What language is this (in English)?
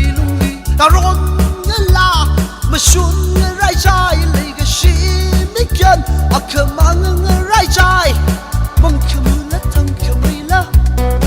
Tangkhul Naga (India)